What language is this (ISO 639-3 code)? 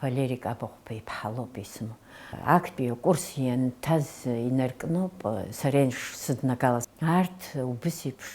abk